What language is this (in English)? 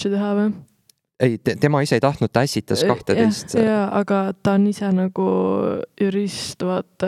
Estonian